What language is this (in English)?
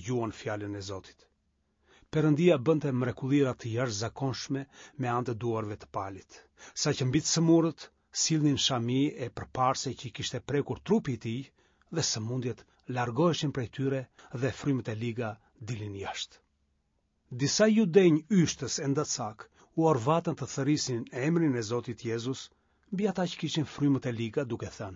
Albanian